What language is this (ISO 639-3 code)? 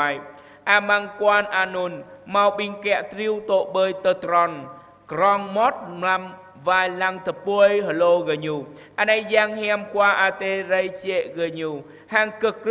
jra